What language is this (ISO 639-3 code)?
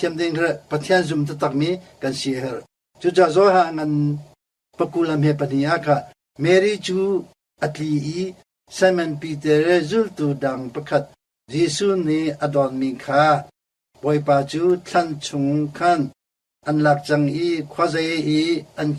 cnh